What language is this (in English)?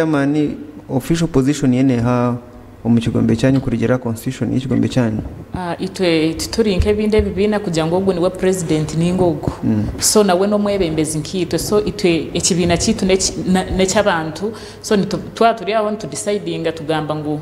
Nyankole